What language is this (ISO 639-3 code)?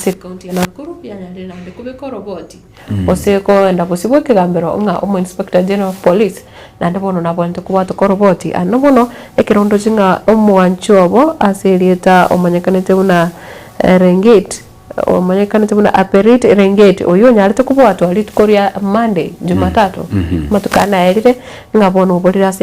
guz